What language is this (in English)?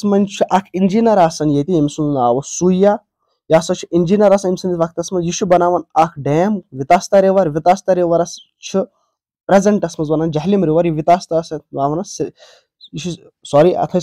Kashmiri